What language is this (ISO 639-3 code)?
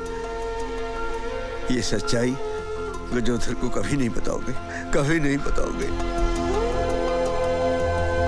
hin